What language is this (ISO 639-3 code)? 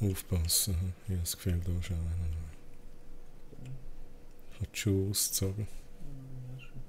gsw